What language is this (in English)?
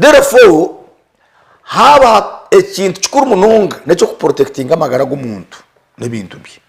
Nyankole